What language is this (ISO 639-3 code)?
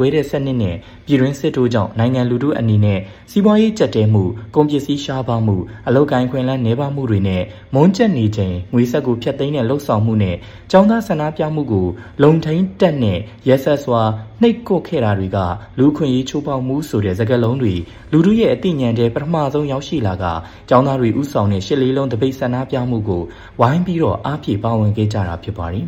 mya